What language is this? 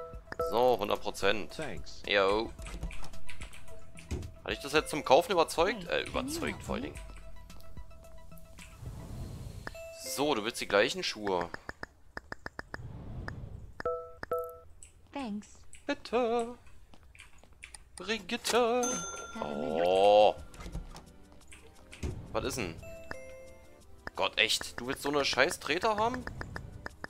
German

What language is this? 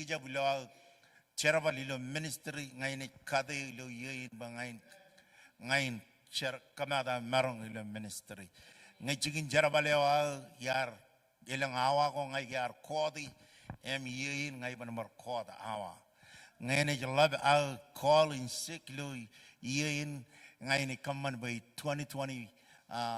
Marshallese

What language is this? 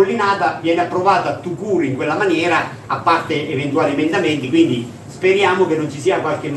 Italian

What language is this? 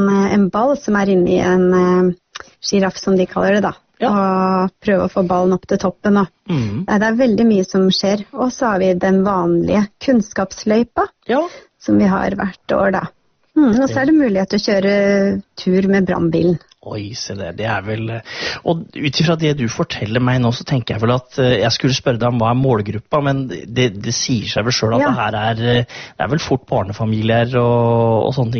Norwegian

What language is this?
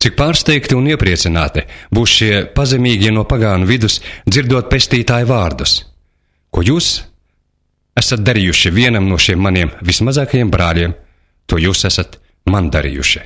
Latvian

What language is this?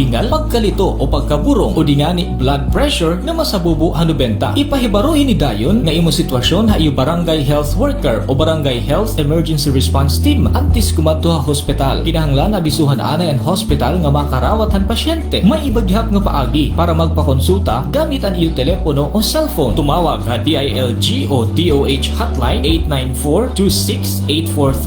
Waray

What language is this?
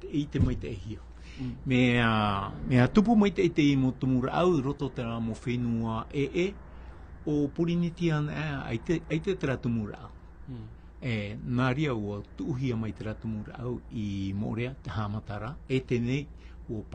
Tahitian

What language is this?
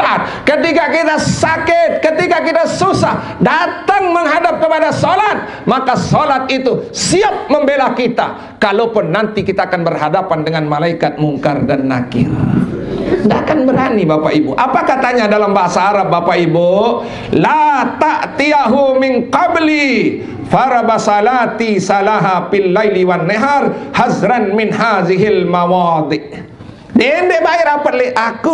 Sasak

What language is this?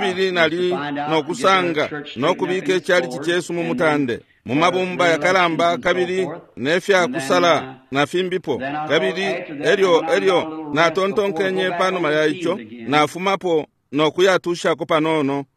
Bemba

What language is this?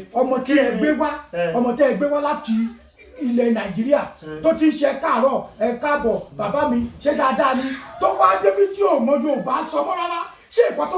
Yoruba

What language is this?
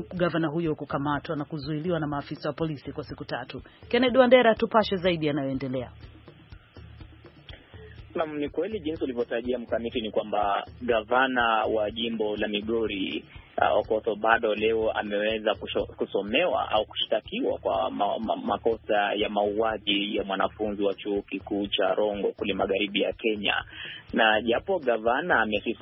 Swahili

